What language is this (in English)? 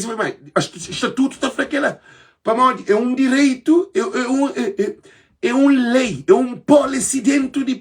Kabuverdianu